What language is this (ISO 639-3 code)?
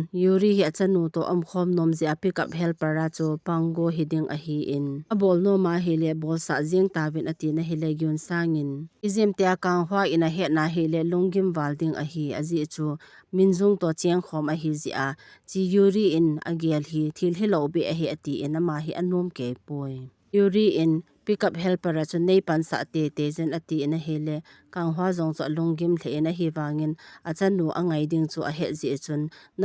tcz